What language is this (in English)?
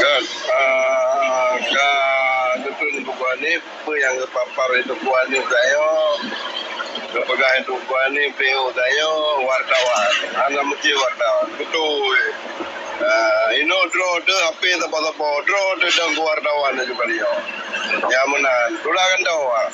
Achinese